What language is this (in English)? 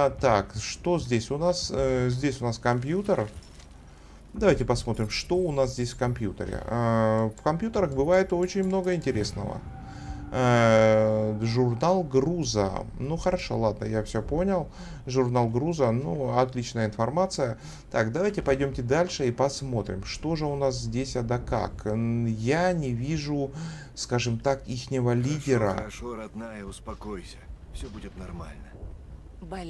Russian